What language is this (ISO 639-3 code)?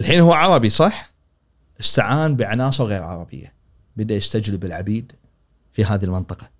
afb